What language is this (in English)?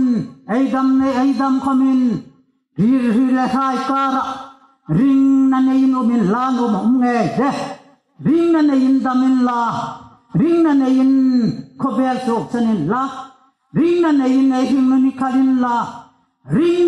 Hmar